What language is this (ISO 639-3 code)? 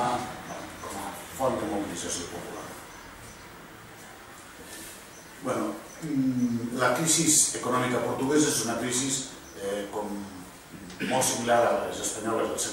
cat